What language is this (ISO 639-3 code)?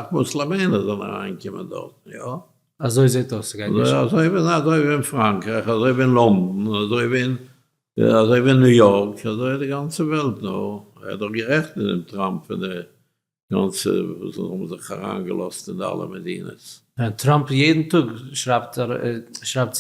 yid